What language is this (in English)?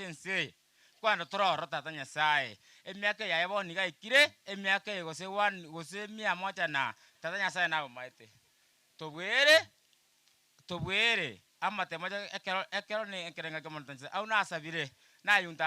Gusii